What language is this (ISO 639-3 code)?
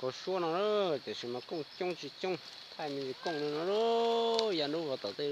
hmn